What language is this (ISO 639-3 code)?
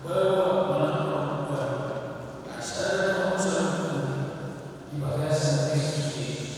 bbc